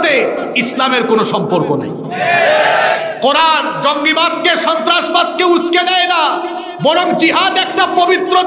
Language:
Bangla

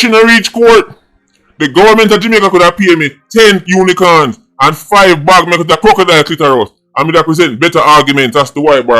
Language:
Jamaican Creole English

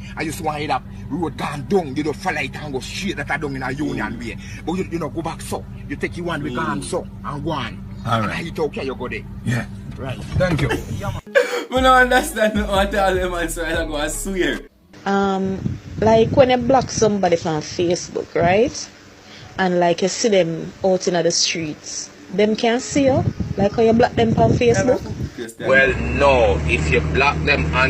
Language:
Jamaican Creole English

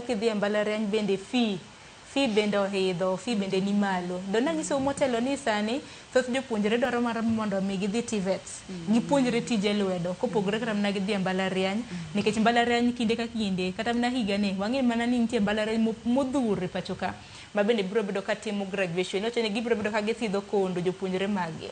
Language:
Luo (Kenya and Tanzania)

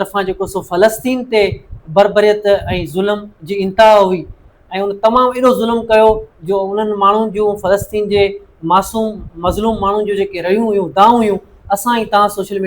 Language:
Sindhi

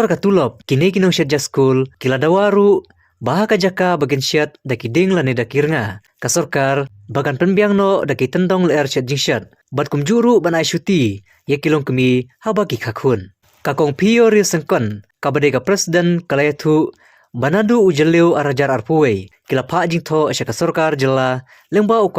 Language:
Khasi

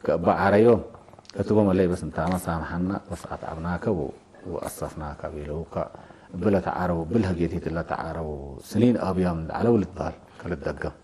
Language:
Tigre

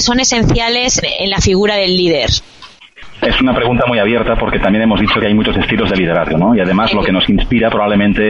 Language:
Spanish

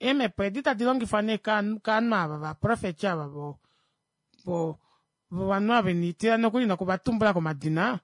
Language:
Kuanyama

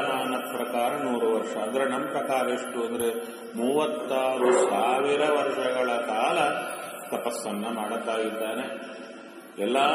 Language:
Kannada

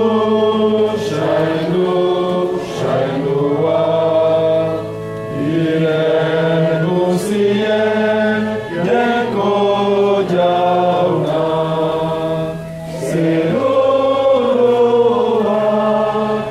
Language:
Basque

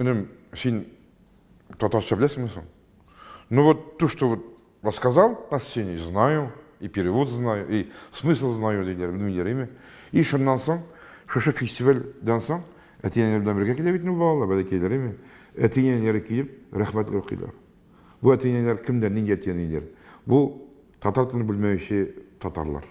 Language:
Tatar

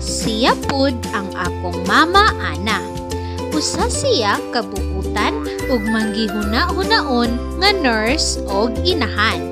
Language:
Cebuano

